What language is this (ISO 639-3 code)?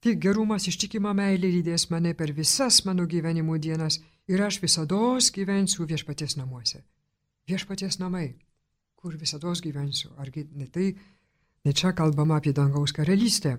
lit